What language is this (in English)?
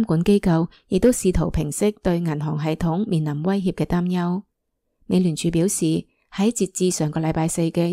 Cantonese